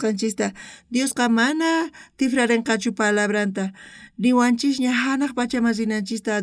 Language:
South Bolivian Quechua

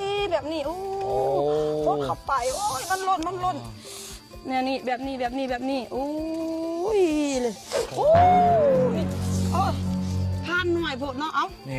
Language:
Lao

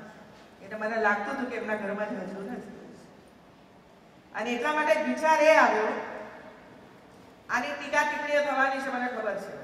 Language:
Gujarati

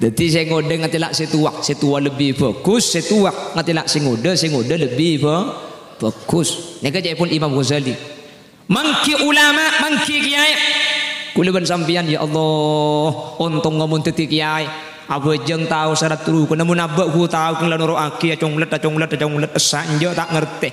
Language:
Madurese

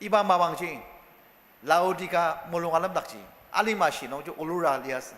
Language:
Ao Naga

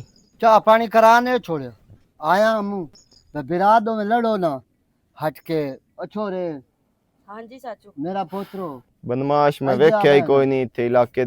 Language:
Western Panjabi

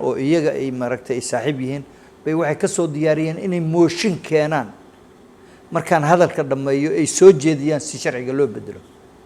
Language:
Somali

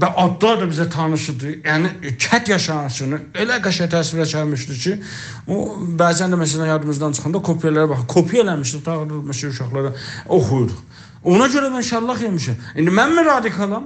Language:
South Azerbaijani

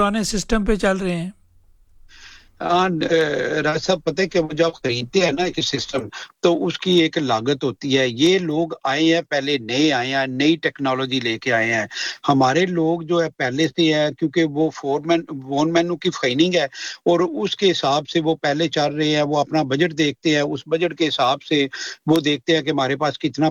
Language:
Urdu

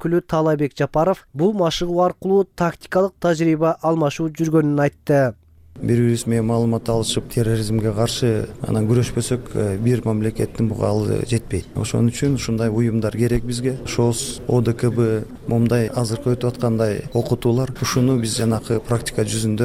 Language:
Kyrgyz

